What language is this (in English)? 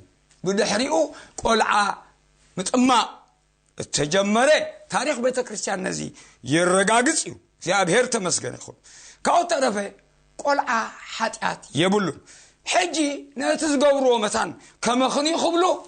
Tigrinya